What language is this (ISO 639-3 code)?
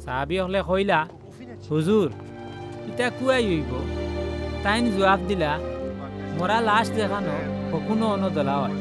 syl